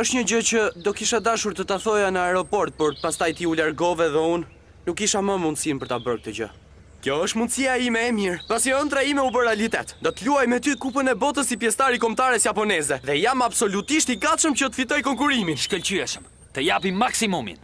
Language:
Albanian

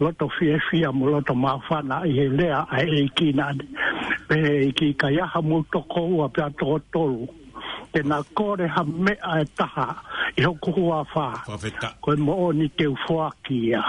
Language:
Tongan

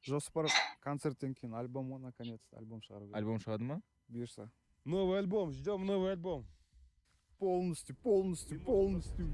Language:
Kara-Kalpak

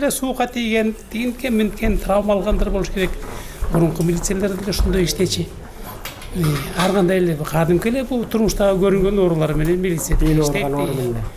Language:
Kyrgyz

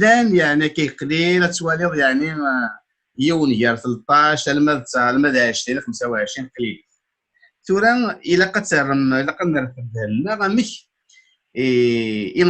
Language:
Kabyle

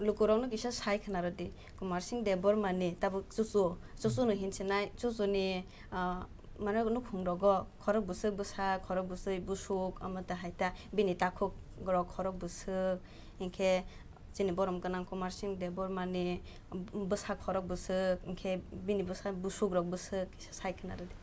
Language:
Kok Borok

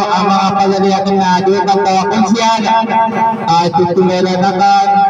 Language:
Maranao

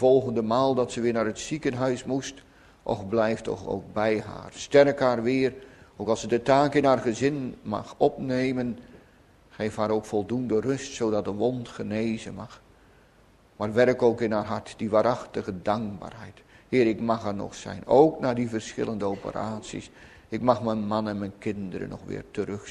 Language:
Dutch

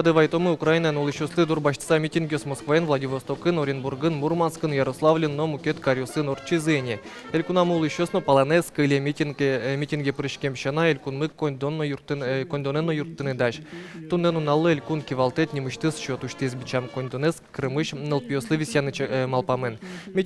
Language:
Udmurt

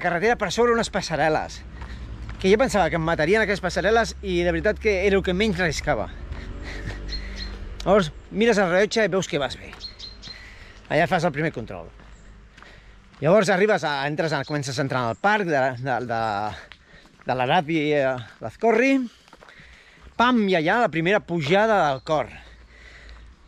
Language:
Catalan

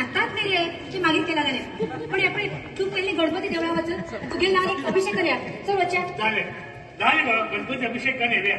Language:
Konkani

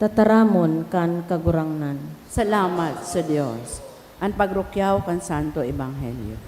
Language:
Bikol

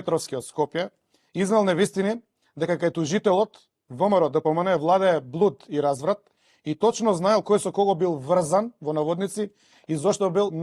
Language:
Macedonian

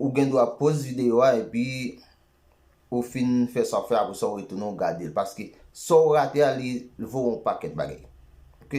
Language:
Haitian Creole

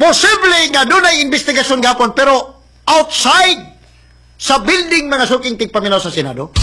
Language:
Cebuano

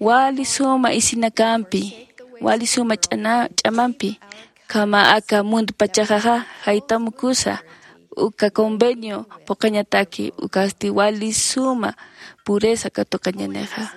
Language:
Aymara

